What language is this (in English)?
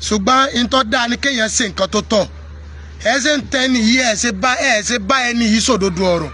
Yoruba